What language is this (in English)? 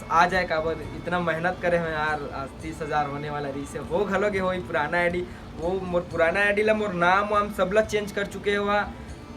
Chhattisgarhi